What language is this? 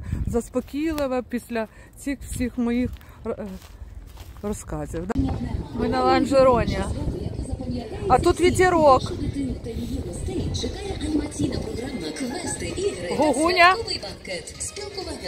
Ukrainian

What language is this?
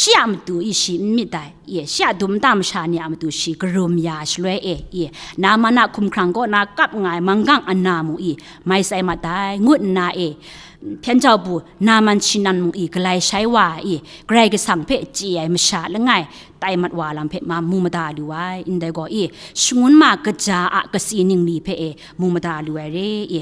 Kachin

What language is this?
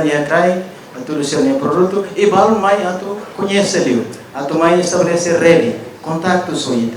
Tetum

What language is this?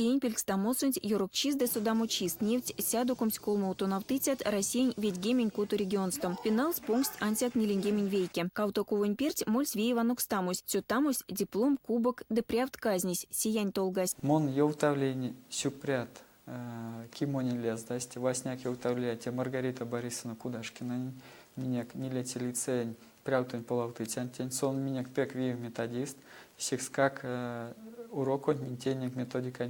Erzya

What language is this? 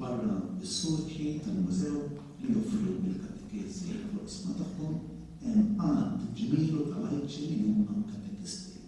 Maltese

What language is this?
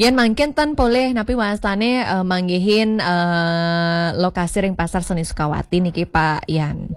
Balinese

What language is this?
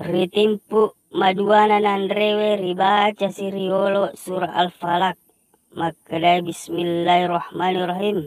Buginese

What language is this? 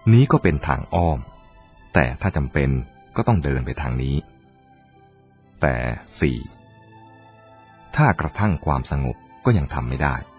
Thai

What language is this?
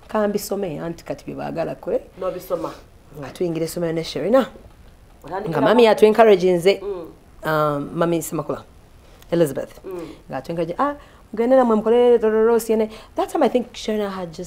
Ganda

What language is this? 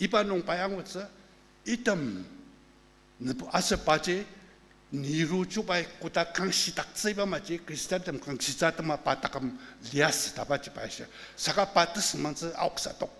Ao Naga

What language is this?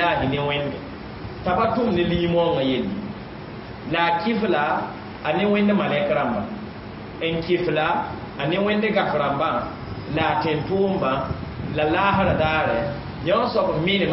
Mossi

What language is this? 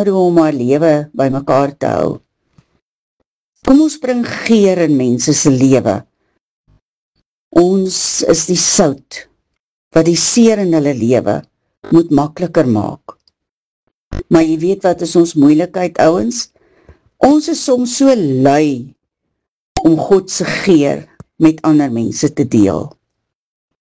Afrikaans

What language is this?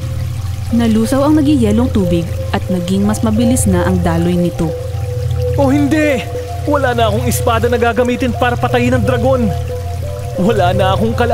Filipino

